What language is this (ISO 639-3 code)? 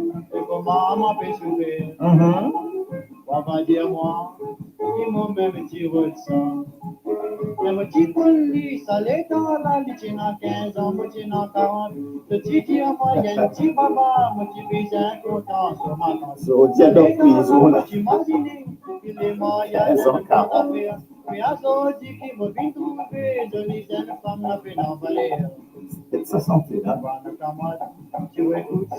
mfe